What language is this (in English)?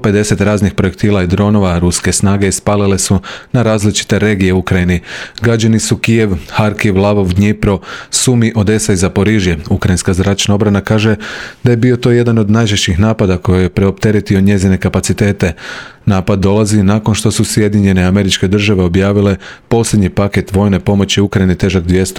Croatian